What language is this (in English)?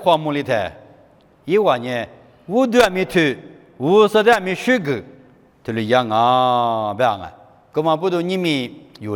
Lisu